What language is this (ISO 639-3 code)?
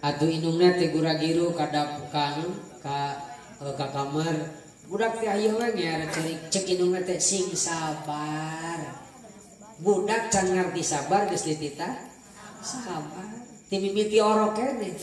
sun